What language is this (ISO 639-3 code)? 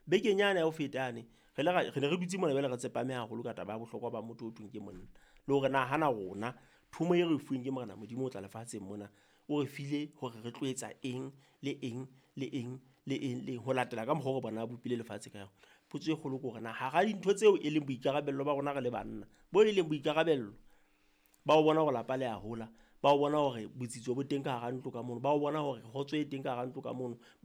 sot